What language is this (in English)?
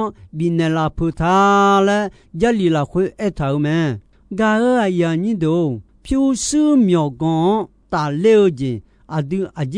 Akha